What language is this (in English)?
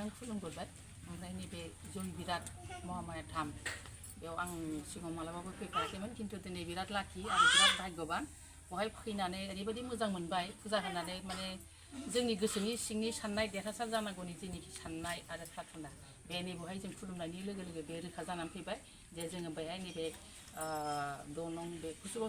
Bodo